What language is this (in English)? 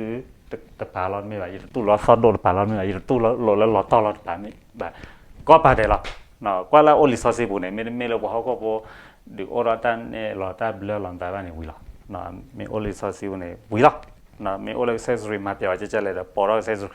S'gaw Karen